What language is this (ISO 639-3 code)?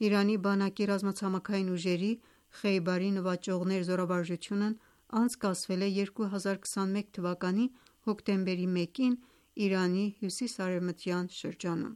hye